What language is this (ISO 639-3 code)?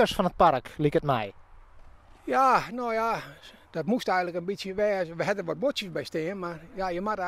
fry